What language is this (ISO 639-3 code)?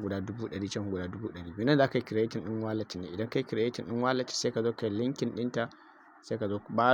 hau